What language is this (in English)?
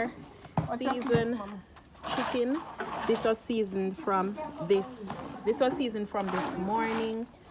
Jamaican Creole English